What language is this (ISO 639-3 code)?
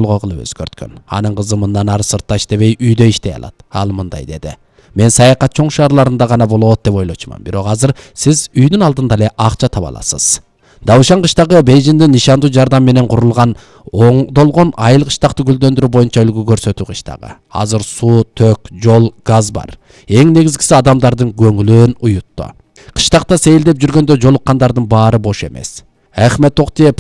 kir